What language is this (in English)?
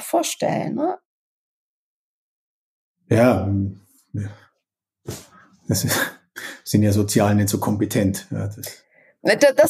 German